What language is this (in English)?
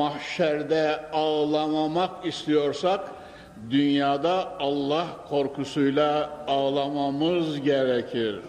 Turkish